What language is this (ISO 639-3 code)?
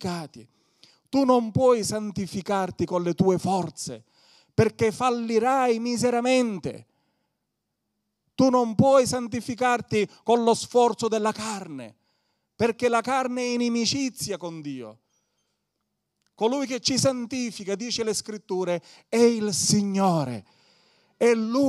ita